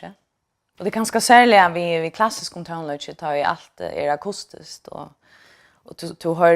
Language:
Faroese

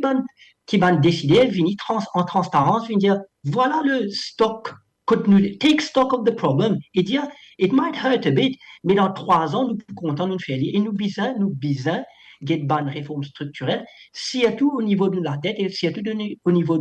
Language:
Morisyen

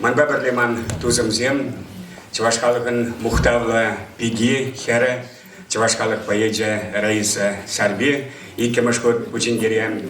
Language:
Chuvash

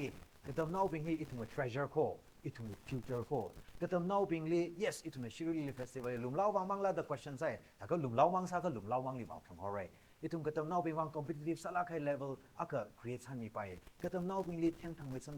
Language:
Tangkhul Naga (India)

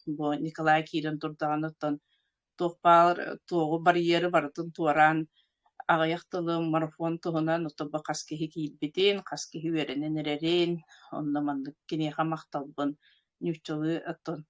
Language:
Yakut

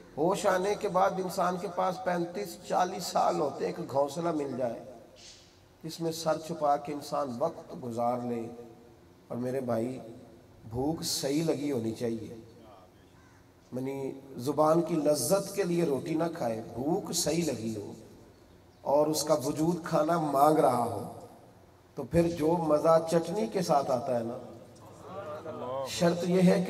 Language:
Urdu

